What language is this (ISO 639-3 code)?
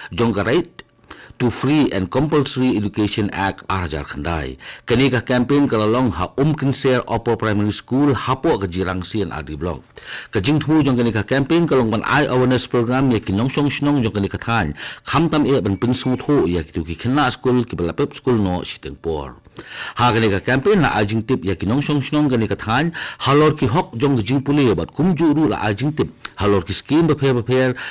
kha